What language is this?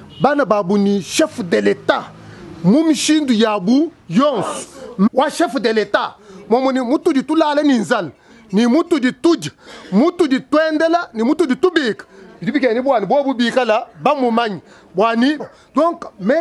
Luba-Lulua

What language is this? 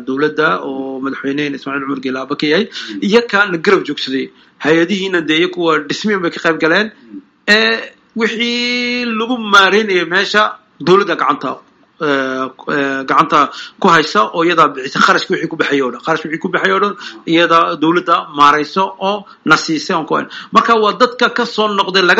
Somali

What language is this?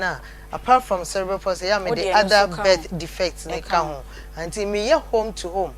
Akan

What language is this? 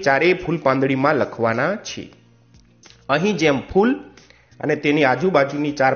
Gujarati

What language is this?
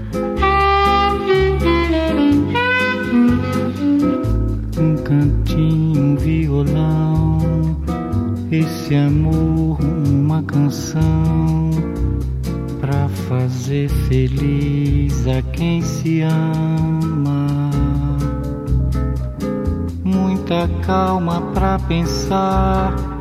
Portuguese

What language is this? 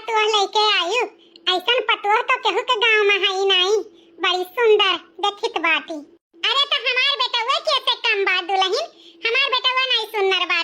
Awadhi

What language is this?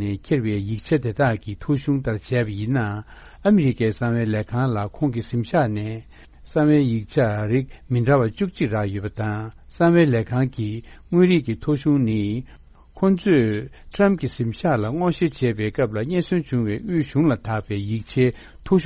Tibetan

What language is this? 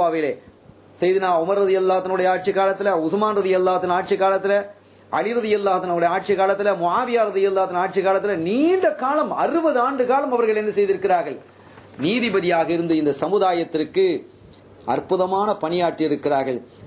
Tamil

